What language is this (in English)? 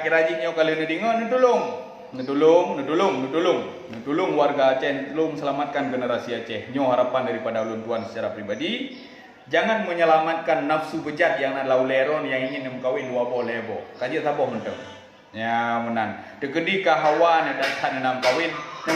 Achinese